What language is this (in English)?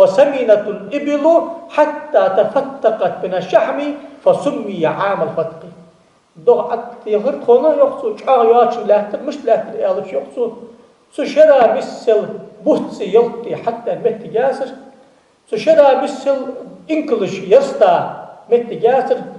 Ingush